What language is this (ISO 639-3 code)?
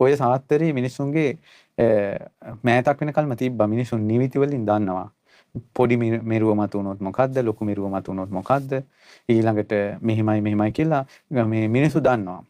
sin